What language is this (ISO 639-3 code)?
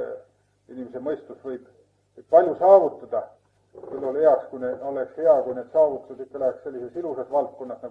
est